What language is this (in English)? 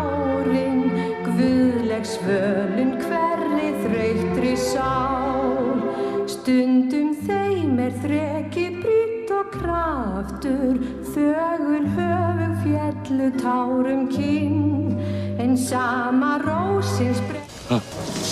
Icelandic